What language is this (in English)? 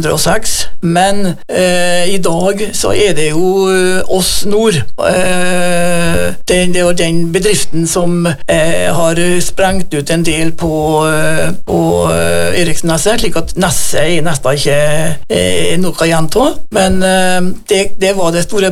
Norwegian